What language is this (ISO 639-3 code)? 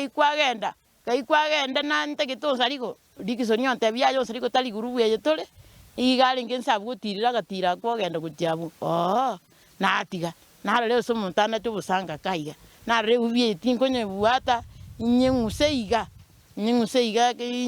guz